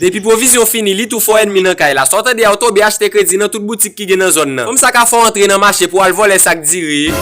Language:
Haitian Creole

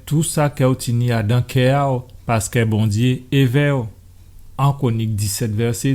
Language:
Guadeloupean Creole French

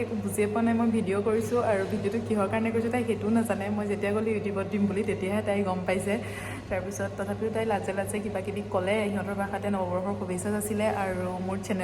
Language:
Assamese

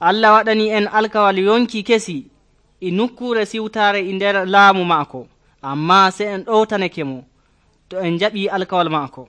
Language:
Nigerian Fulfulde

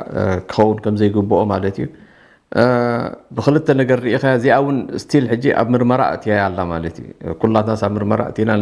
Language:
Tigrinya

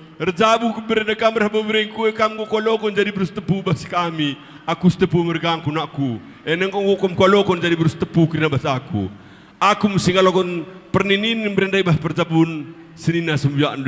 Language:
Batak Karo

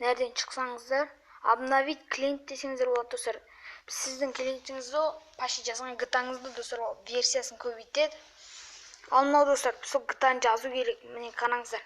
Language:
Kazakh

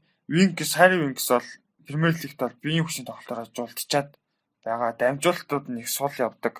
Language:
Mongolian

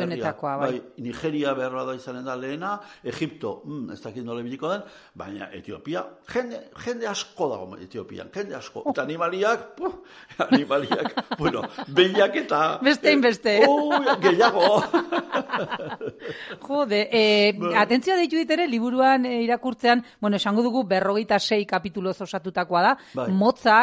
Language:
Basque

